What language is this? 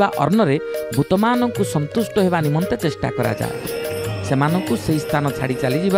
Odia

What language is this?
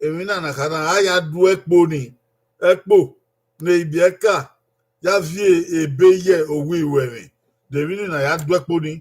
Bini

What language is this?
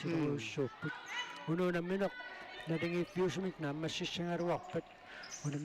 Kalaallisut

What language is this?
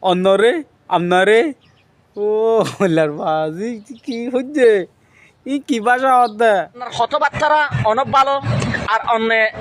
Rohingya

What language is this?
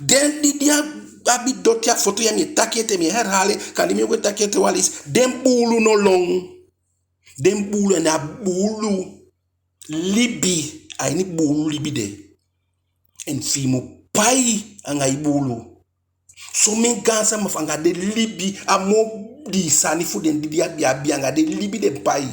Eastern Maroon Creole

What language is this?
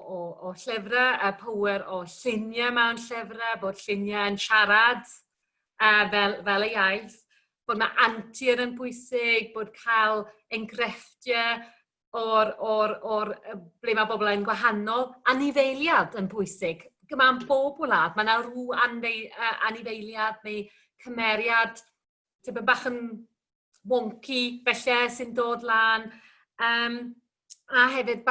Welsh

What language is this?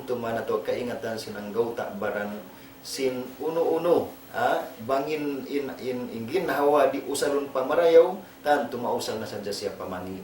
Tausug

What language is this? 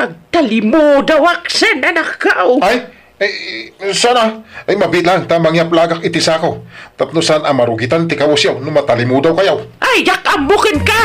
Iloko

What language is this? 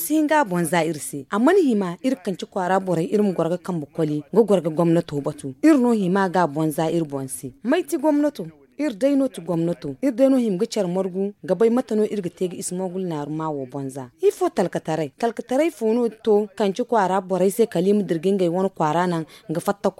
Zarma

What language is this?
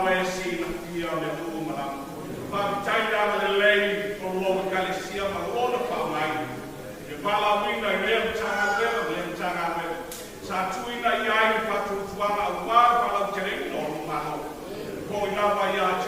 Samoan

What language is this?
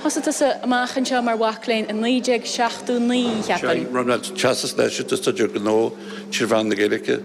Irish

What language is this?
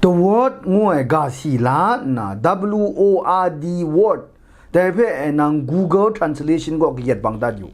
Kachin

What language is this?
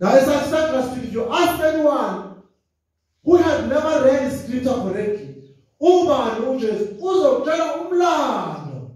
Zulu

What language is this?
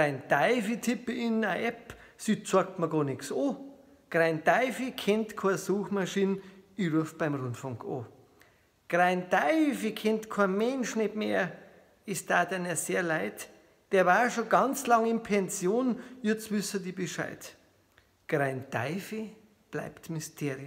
Bavarian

